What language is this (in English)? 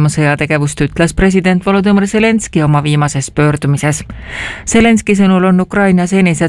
Estonian